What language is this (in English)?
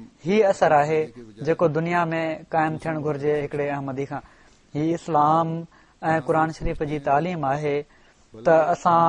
Sindhi